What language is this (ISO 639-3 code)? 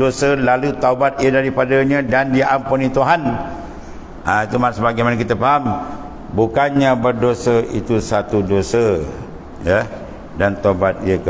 msa